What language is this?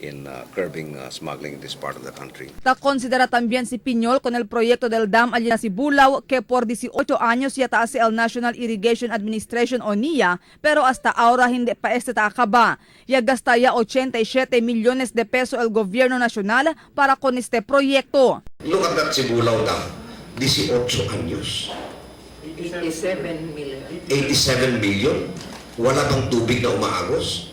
Chavacano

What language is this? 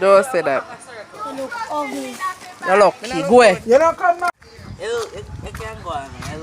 Jamaican Creole English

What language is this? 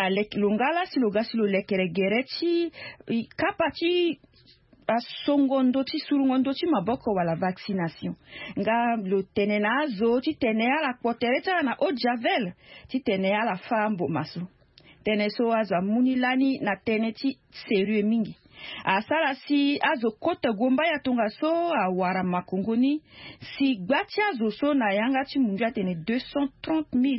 Sango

